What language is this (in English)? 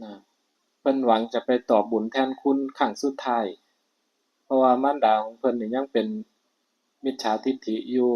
Northeastern Thai